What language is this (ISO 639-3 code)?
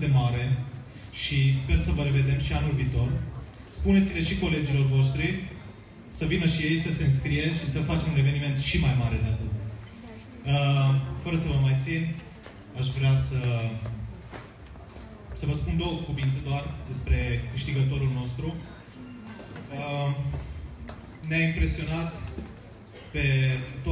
ron